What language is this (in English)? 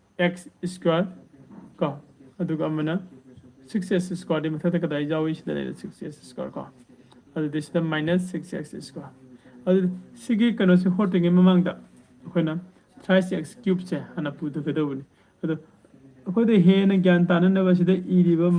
Manipuri